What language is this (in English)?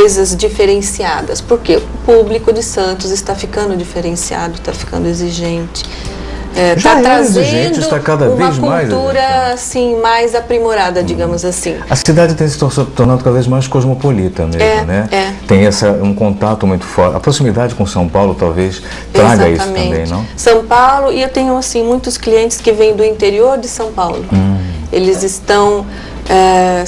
Portuguese